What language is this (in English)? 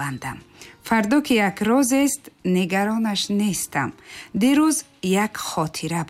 Tajik